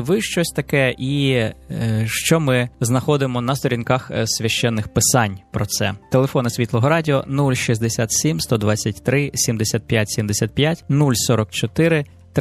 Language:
Ukrainian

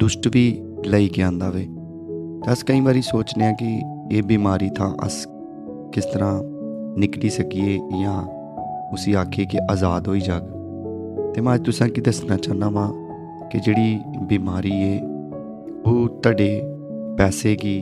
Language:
Dogri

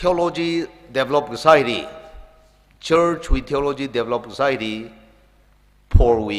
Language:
Tangkhul Naga (India)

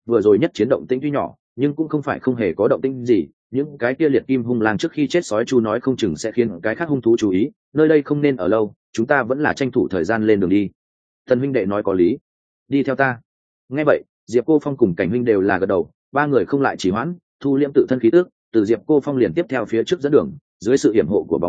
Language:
Vietnamese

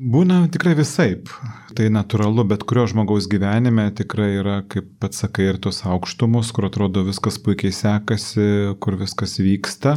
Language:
Lithuanian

